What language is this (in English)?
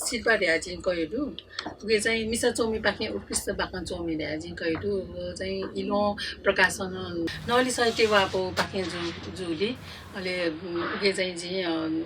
Newari